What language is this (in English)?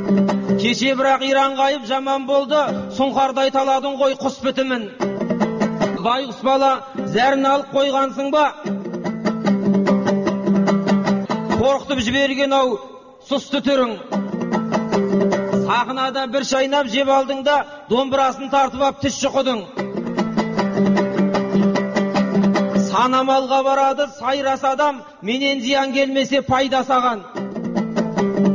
Kazakh